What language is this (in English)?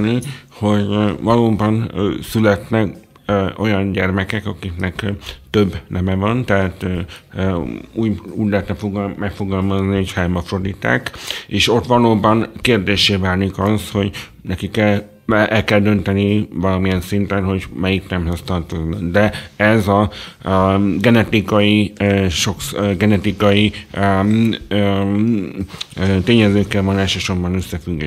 Hungarian